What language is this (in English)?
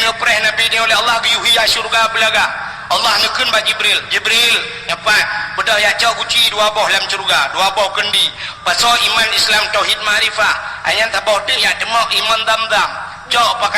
Achinese